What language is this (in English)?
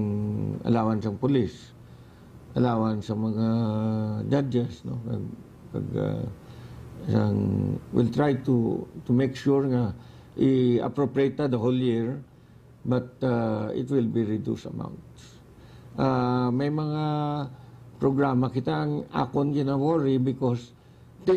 Hiligaynon